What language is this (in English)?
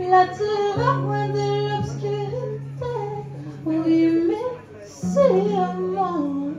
Réunion Creole French